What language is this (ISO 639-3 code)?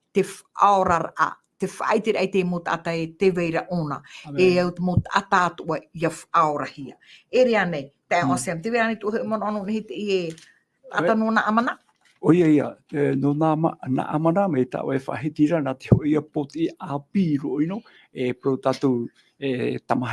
tah